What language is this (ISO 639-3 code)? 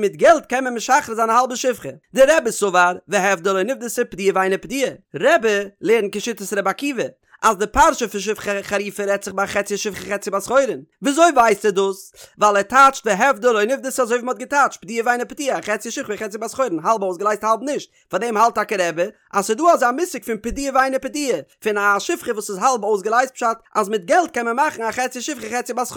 yid